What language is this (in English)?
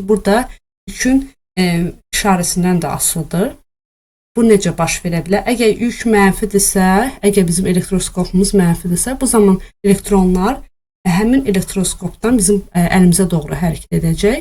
Azerbaijani